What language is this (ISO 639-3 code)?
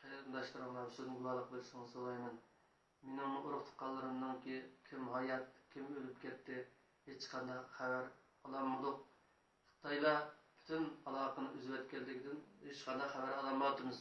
uig